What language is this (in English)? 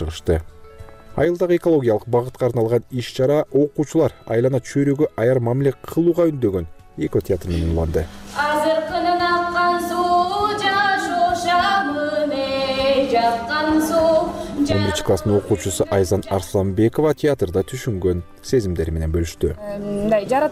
Kyrgyz